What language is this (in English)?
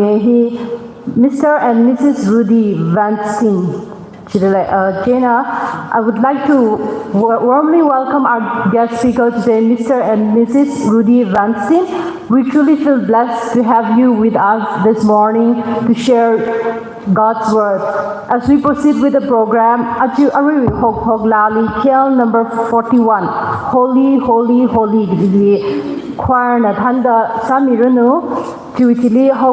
Tangkhul Naga (India)